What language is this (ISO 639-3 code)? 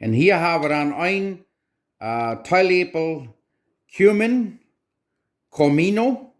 pdt